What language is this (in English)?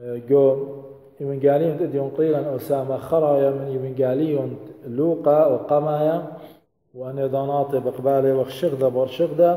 Assyrian Neo-Aramaic